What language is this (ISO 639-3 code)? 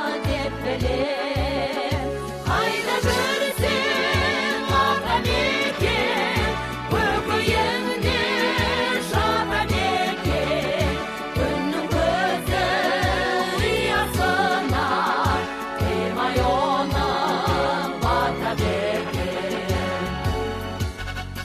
kaz